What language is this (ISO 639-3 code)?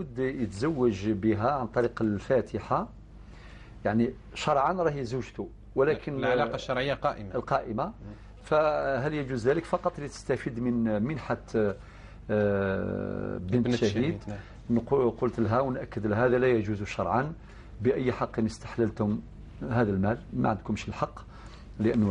arq